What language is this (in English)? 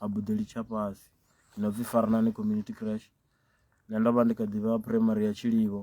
Venda